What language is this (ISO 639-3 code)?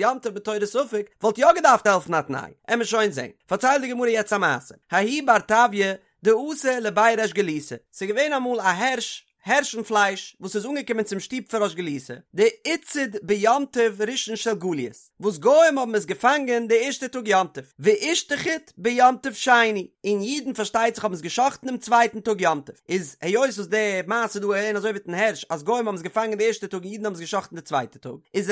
yid